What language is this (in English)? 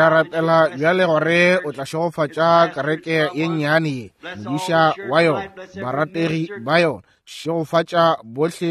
Northern Sotho